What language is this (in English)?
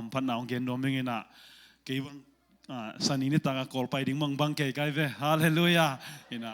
Tedim Chin